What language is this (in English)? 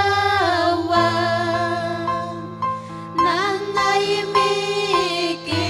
Ayacucho Quechua